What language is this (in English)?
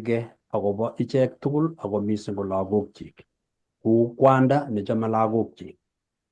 Kalenjin